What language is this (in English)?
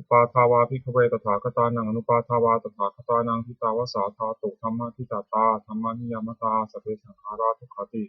Pali